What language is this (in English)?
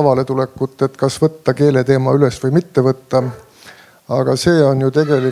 Estonian